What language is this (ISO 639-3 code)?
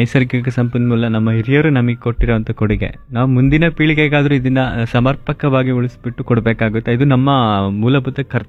kan